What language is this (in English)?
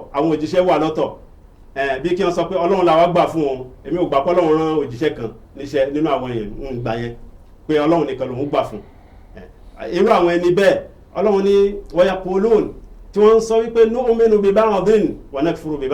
Yoruba